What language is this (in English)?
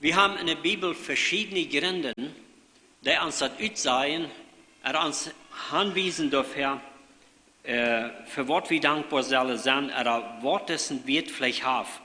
Plautdietsch